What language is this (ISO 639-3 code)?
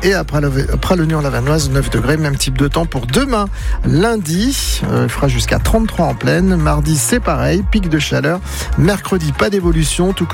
fra